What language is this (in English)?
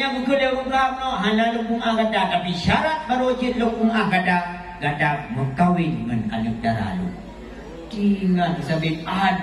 Achinese